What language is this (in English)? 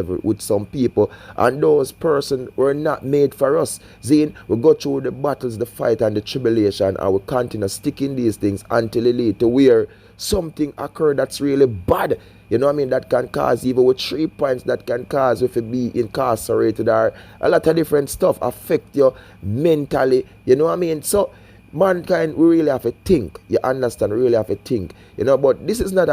Jamaican Creole English